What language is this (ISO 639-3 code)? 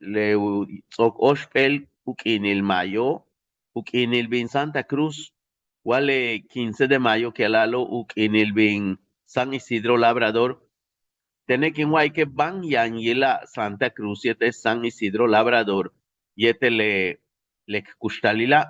yua